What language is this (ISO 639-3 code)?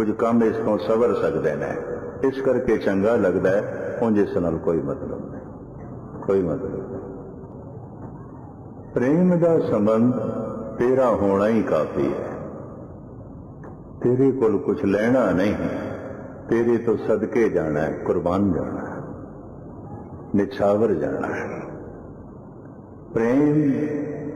pan